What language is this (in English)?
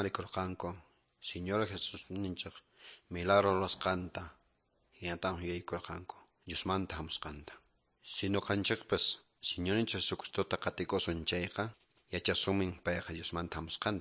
Quechua